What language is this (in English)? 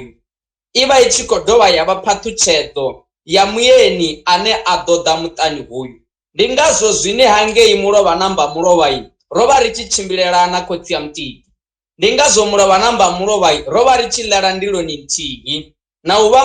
Venda